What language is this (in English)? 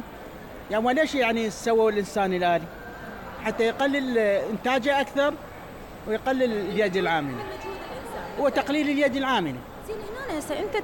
Mesopotamian Arabic